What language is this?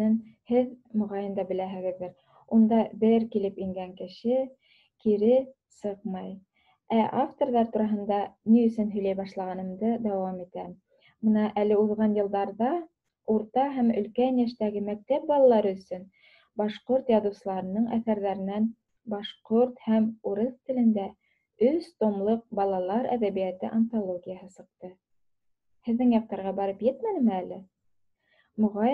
Bashkir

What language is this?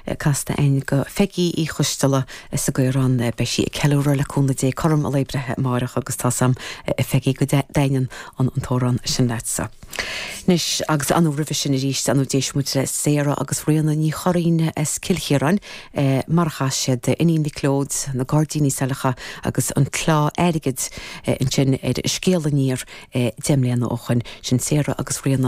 Irish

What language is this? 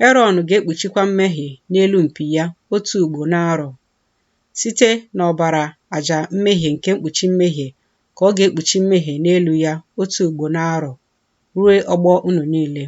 Igbo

